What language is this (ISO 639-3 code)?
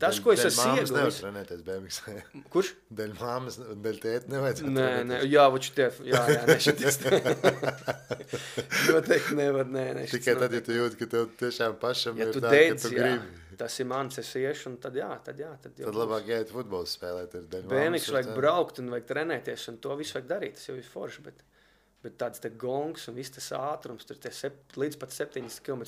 lav